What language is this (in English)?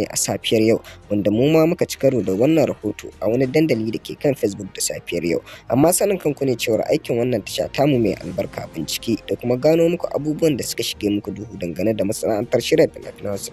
Hausa